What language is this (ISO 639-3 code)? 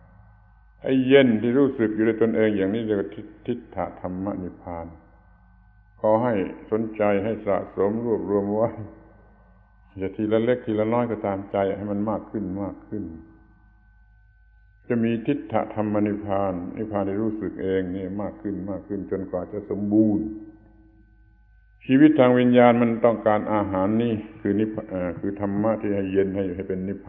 tha